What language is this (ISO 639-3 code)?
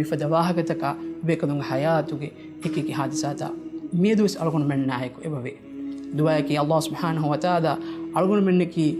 div